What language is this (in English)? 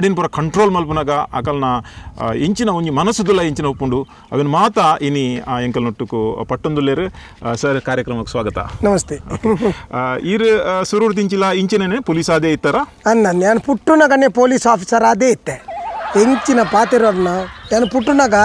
Tulu